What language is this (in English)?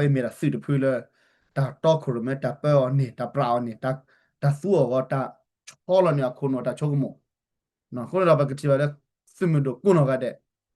S'gaw Karen